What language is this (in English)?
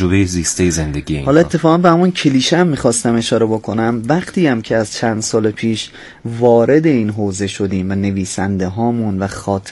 Persian